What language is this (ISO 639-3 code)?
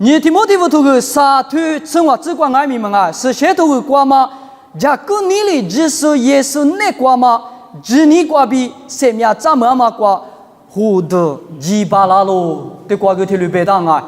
lis